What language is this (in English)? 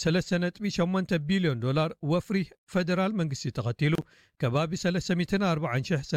Tigrinya